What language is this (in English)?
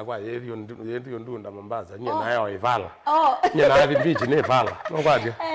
Kamba